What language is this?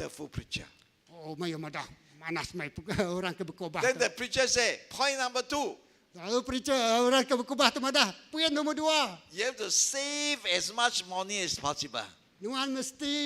Iban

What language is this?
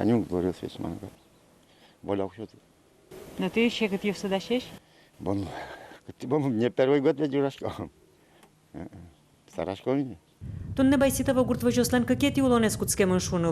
Udmurt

